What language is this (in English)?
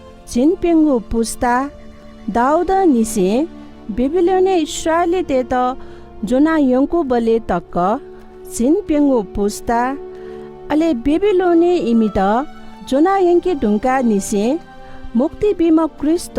Newari